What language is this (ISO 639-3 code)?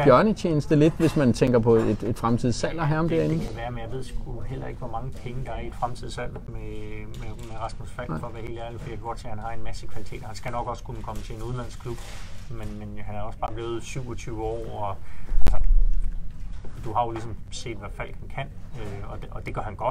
dan